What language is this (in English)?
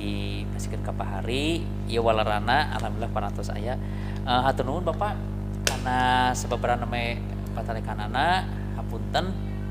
Sundanese